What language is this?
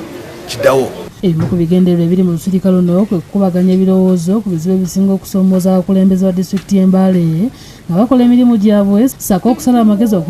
Ganda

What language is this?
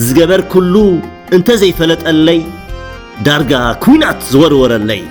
Tigrinya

